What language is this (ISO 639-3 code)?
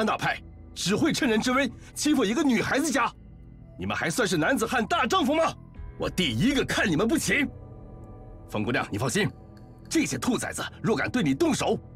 zho